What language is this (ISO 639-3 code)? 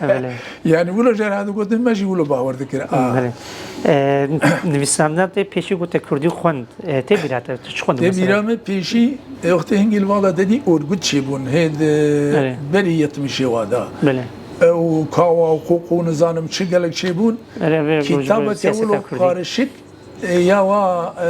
kur